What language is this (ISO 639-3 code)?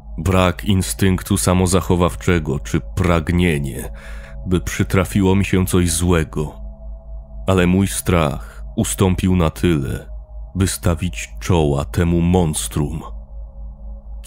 pol